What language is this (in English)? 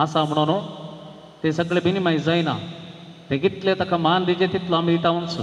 Konkani